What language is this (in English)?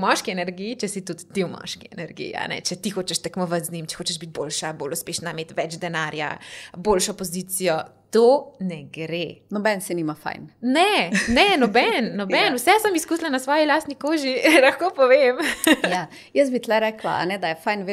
Slovenian